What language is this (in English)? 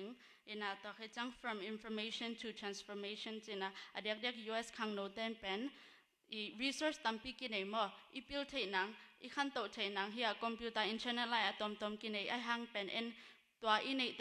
Tedim Chin